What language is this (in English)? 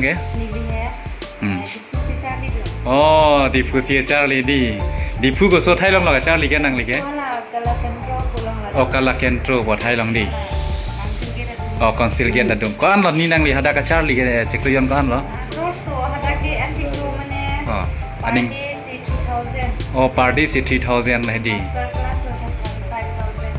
Karbi